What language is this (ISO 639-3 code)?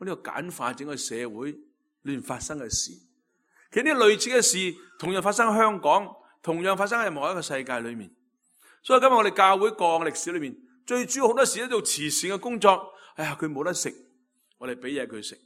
yue